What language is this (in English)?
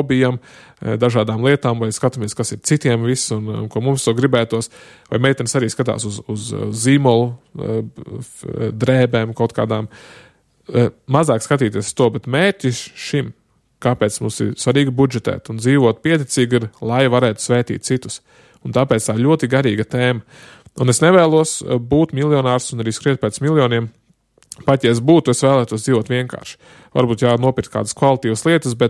Latvian